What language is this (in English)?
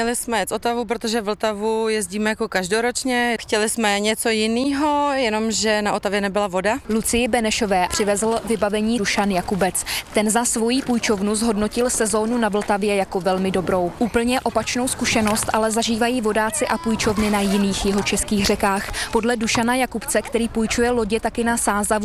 Czech